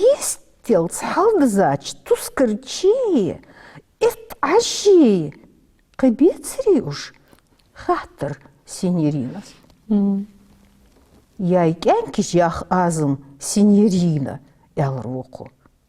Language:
Ingush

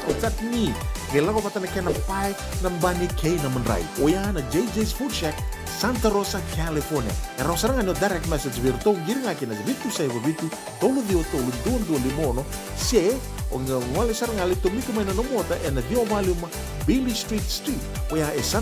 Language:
Fijian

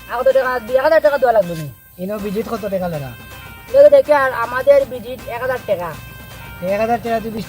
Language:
Sylheti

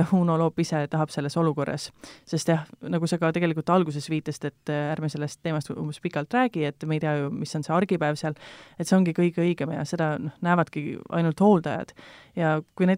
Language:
Estonian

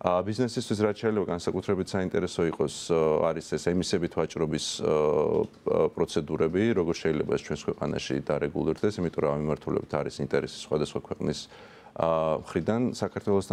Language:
Georgian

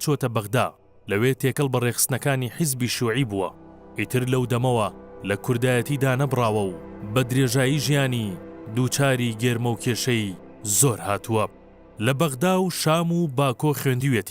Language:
Central Kurdish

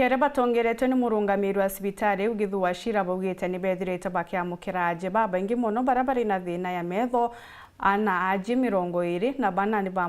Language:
Meru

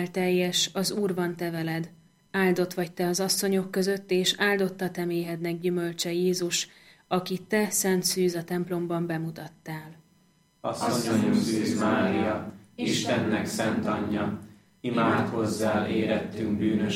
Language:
Hungarian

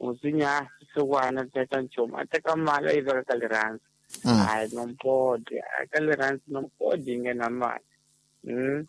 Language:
Tsonga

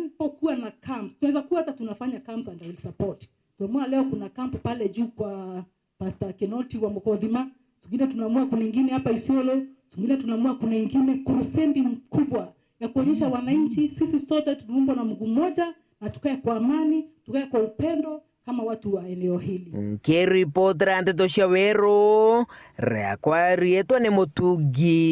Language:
Meru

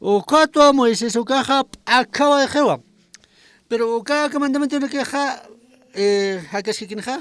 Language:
Aymara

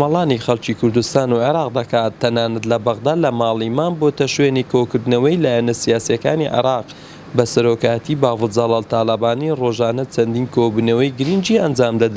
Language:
Central Kurdish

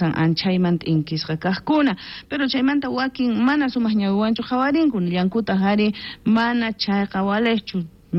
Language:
South Bolivian Quechua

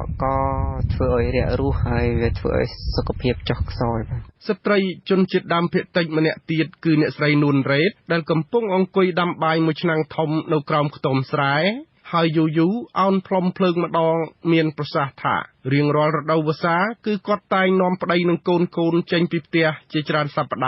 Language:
Khmer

